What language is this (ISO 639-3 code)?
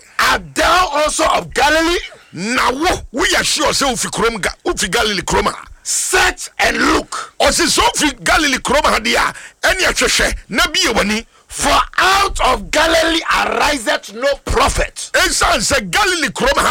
aka